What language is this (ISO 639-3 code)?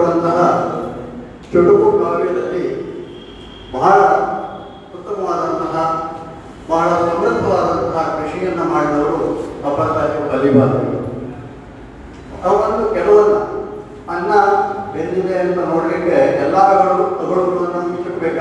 kan